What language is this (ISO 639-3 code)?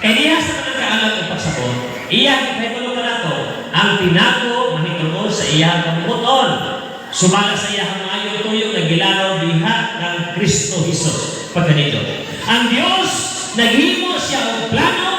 ceb